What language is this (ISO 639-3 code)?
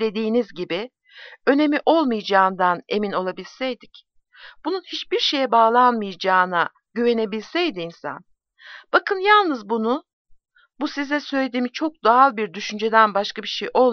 tur